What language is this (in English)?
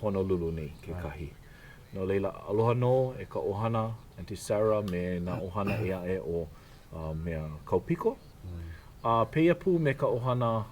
Hawaiian